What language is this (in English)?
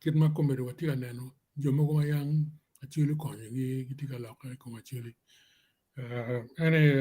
Acoli